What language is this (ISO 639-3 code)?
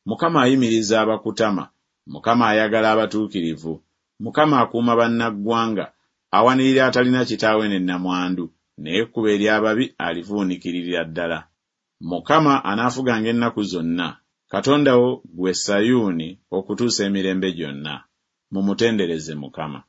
lug